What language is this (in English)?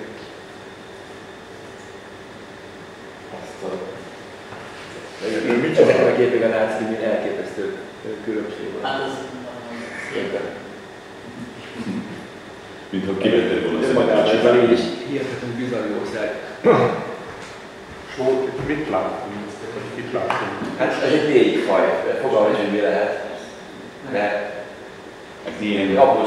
Hungarian